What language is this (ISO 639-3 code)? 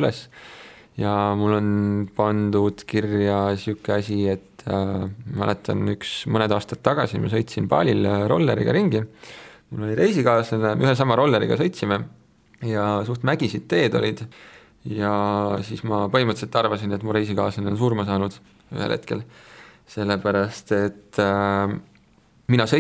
est